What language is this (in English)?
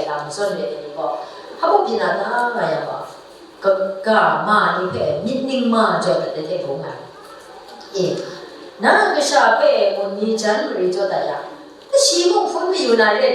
Kachin